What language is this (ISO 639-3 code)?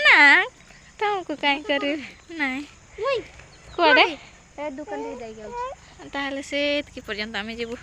sat